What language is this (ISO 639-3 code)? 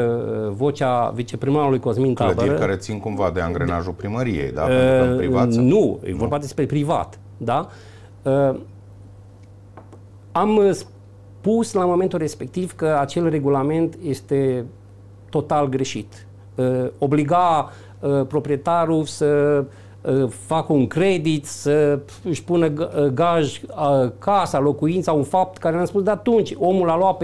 ron